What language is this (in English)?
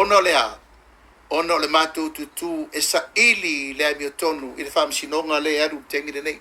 Samoan